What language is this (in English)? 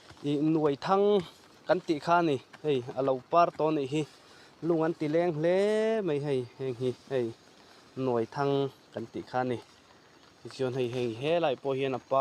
Mizo